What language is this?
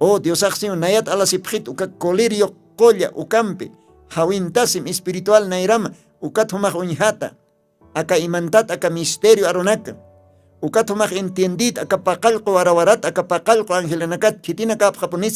Aymara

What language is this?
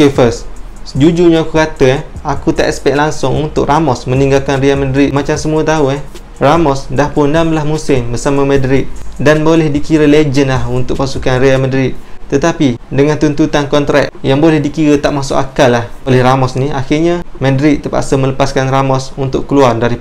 Malay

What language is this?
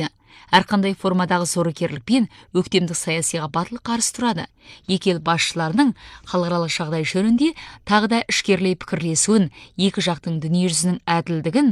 Kazakh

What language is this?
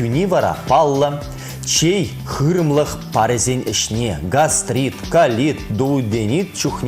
Chuvash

